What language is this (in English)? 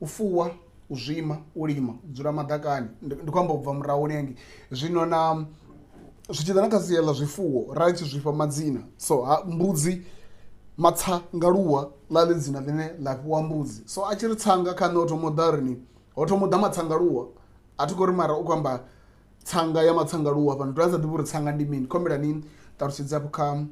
Venda